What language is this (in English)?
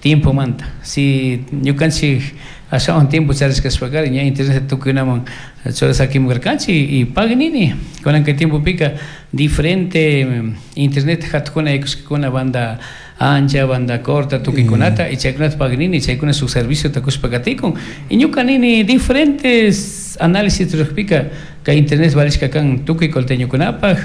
Chimborazo Highland Quichua